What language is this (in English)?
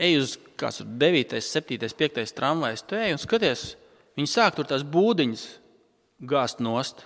Latvian